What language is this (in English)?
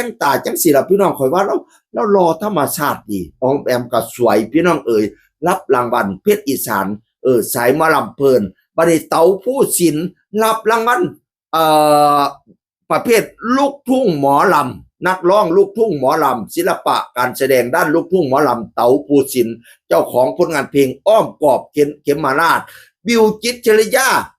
Northeastern Thai